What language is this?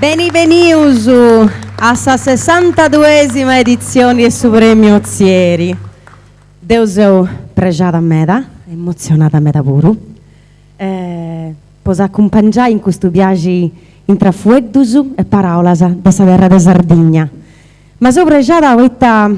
Sardinian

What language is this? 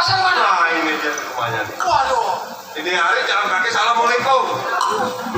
Betawi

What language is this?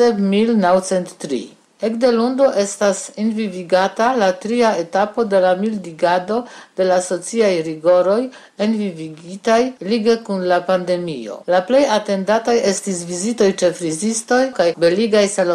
Esperanto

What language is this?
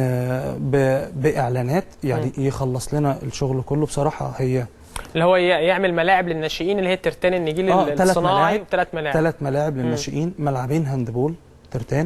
Egyptian Arabic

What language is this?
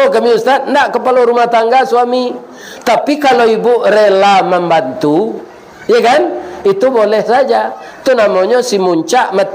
Minangkabau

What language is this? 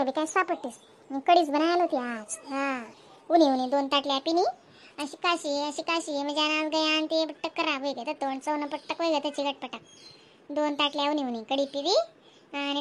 Khandesi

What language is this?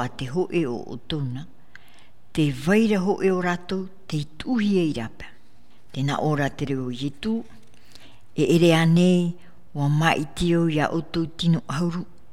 Tahitian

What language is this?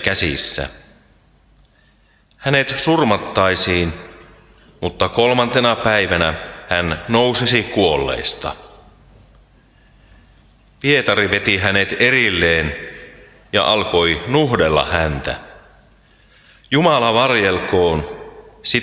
Finnish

